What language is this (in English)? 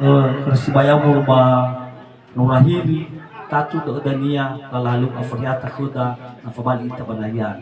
Nias